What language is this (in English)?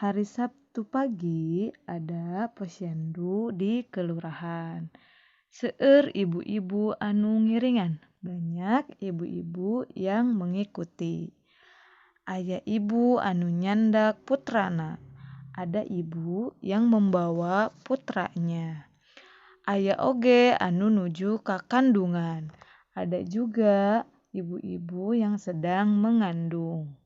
Sundanese